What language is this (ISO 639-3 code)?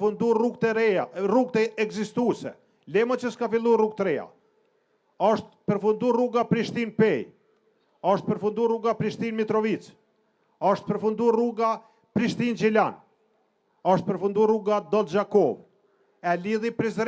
sqi